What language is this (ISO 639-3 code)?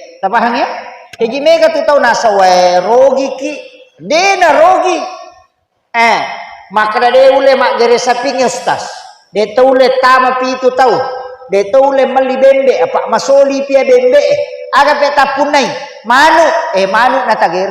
bug